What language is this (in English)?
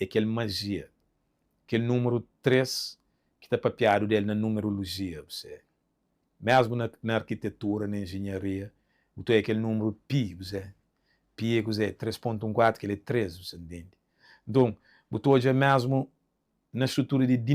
Kabuverdianu